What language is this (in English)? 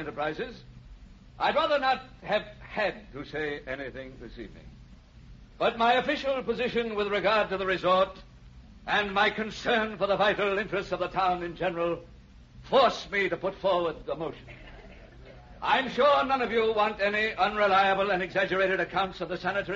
English